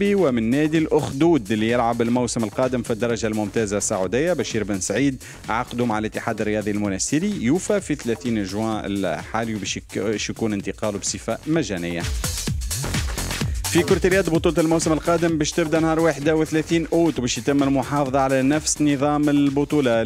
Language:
Tunisian Arabic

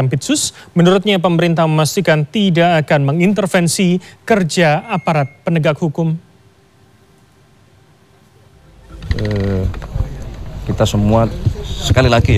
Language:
Indonesian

